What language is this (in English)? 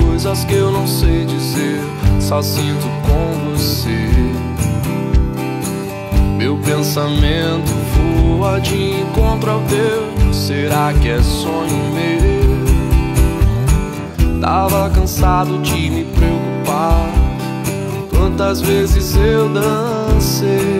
Portuguese